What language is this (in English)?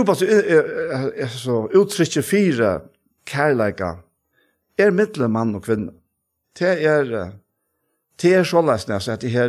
Faroese